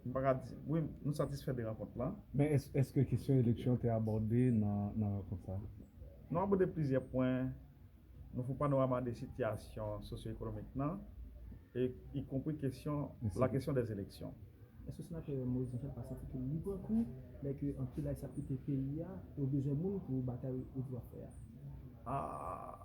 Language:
Haitian Creole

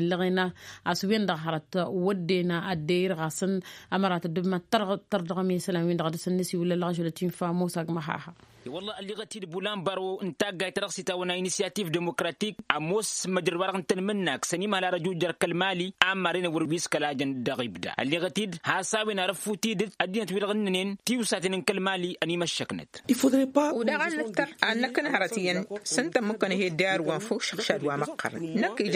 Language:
Tamasheq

